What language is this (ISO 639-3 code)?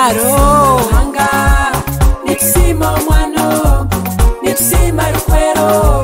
nyo